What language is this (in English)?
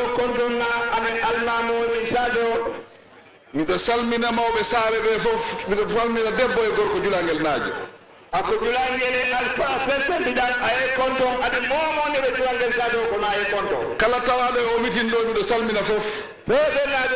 Fula